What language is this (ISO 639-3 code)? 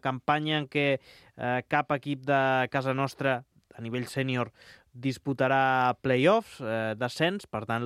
cat